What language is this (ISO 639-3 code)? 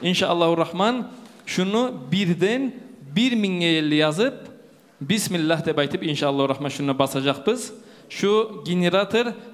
kum